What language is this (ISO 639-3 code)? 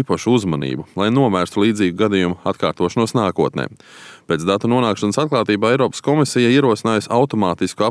lav